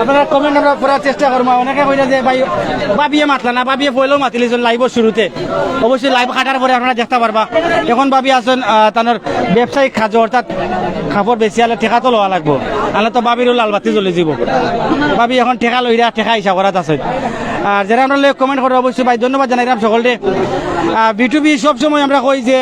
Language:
Sylheti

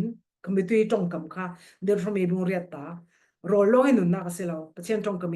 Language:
Falam Chin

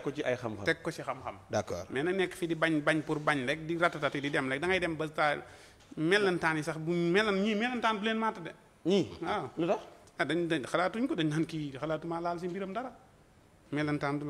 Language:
Wolof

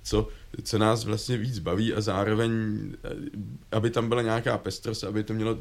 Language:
Czech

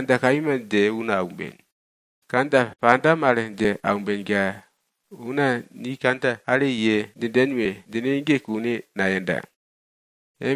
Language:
Swahili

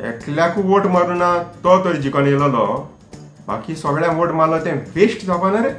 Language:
Konkani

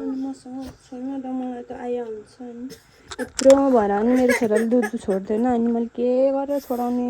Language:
Nepali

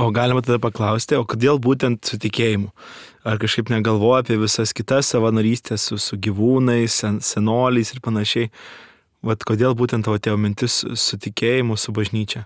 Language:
Lithuanian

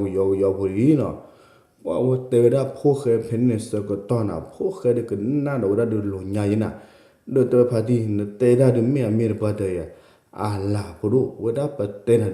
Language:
S'gaw Karen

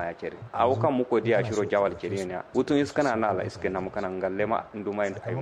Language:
Kanuri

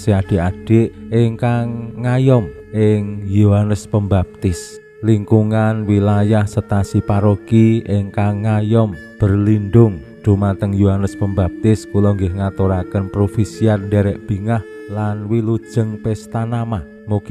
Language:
Javanese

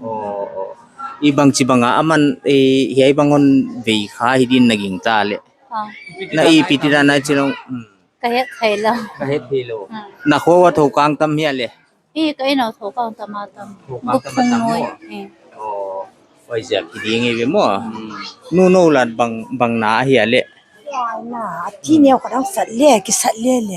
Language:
Paite Chin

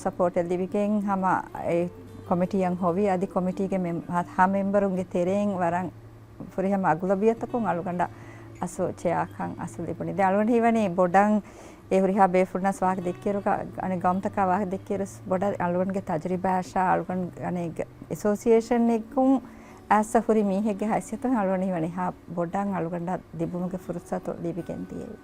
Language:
Divehi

